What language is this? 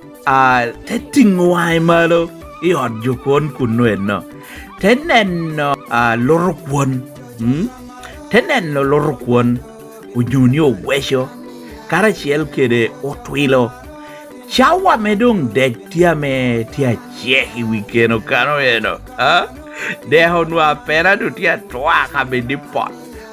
Lango (Uganda)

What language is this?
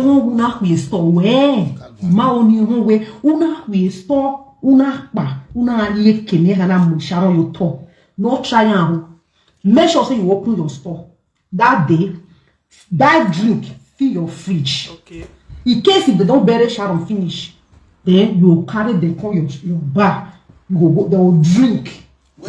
Nigerian Pidgin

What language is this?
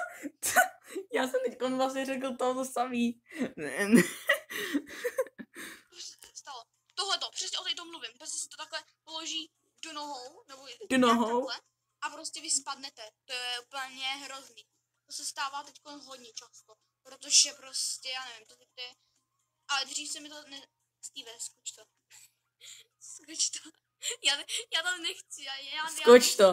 Czech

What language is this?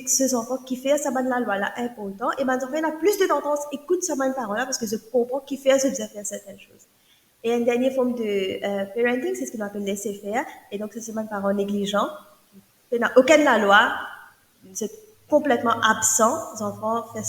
Morisyen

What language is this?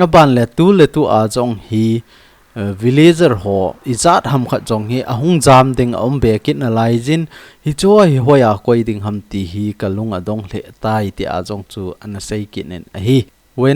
Thado Chin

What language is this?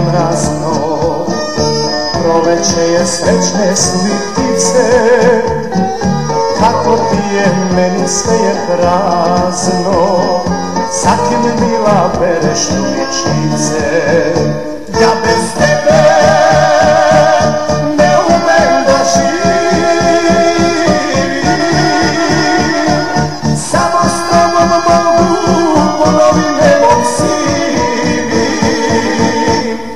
Serbian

